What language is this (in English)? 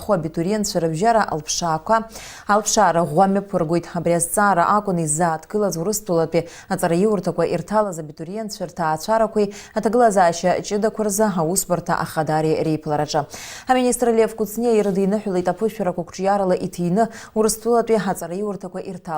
Abkhazian